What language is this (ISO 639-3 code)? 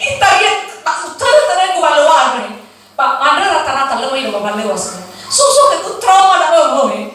nia